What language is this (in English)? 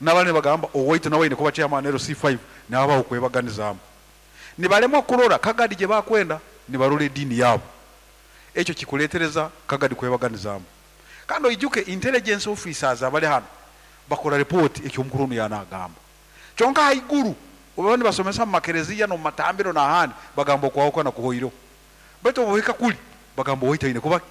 Nyankole